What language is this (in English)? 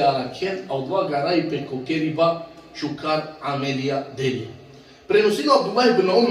Balkan Romani